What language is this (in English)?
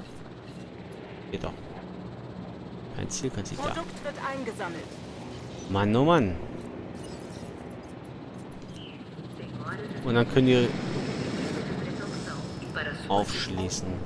German